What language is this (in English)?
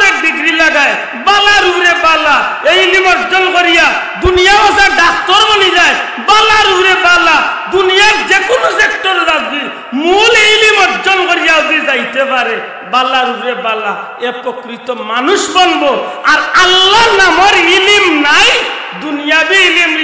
Sylheti